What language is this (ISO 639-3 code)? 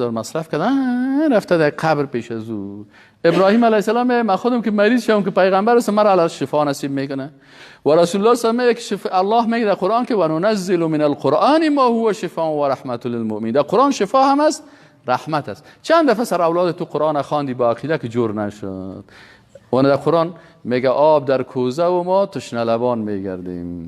fas